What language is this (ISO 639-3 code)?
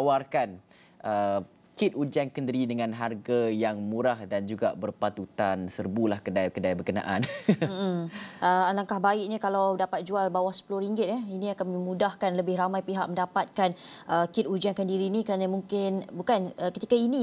msa